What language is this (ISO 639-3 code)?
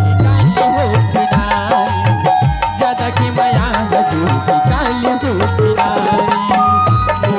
hne